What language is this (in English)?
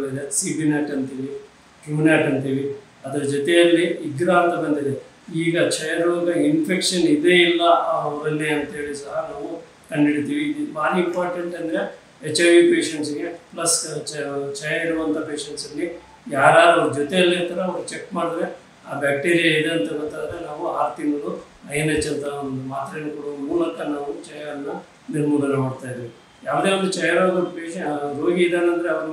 Kannada